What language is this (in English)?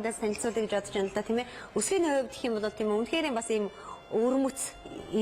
Mongolian